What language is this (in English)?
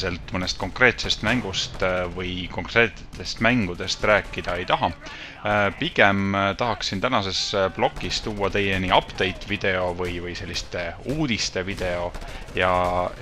Estonian